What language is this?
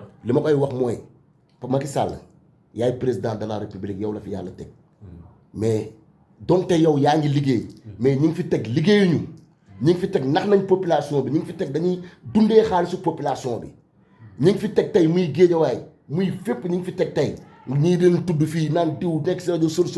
Wolof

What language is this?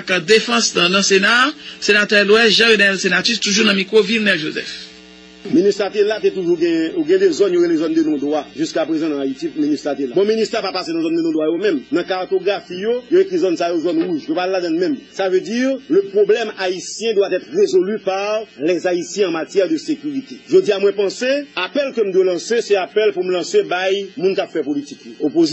Haitian Creole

